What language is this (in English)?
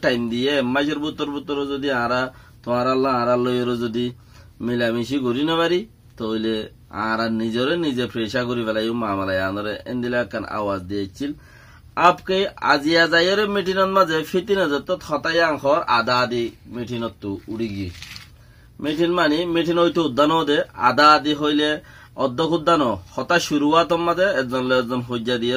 Rohingya